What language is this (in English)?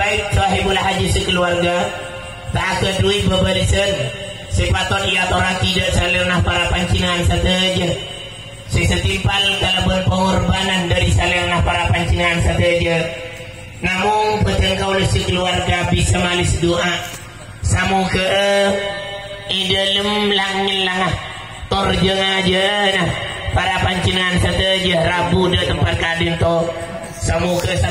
Madurese